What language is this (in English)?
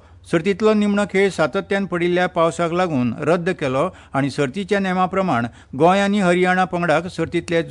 Konkani